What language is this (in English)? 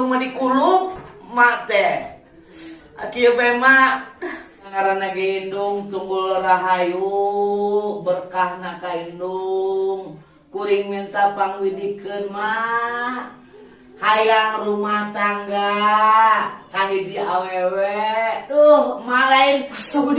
Sundanese